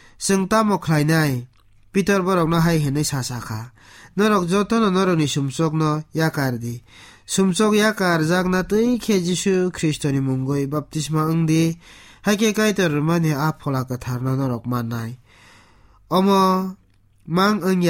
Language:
Kok Borok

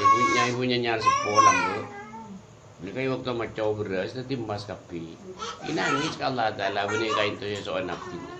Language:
Madurese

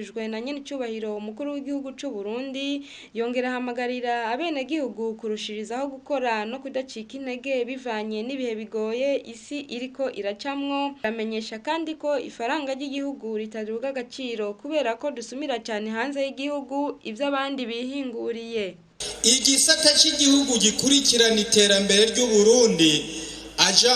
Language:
Rundi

